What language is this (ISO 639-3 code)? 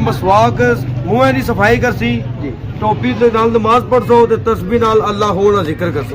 phr